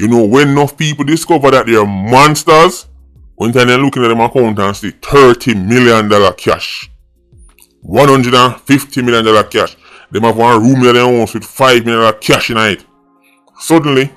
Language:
Jamaican Creole English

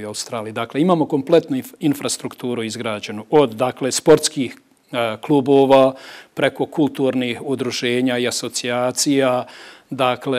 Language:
Bosnian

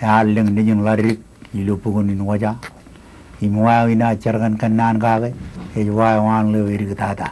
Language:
Marshallese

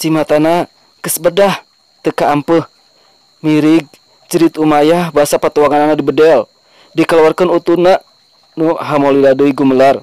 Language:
Sundanese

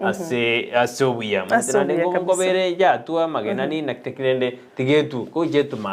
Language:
Gusii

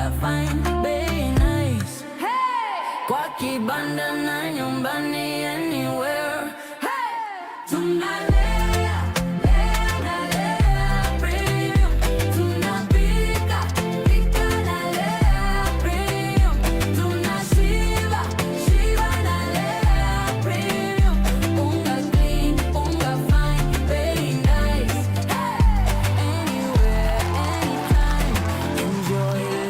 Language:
Meru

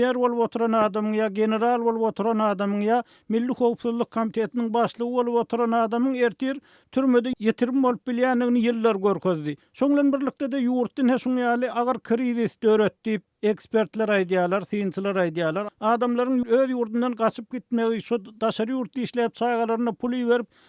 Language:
Turkmen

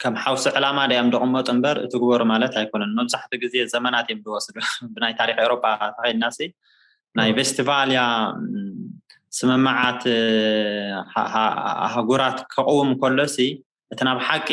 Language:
Tigrinya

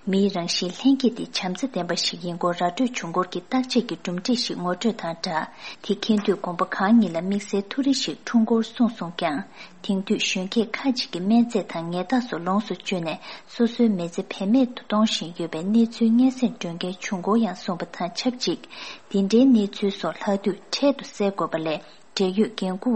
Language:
Tibetan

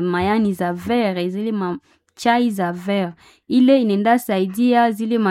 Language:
Swahili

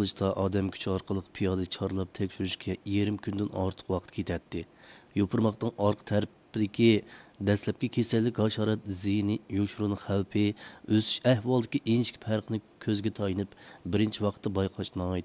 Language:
Uyghur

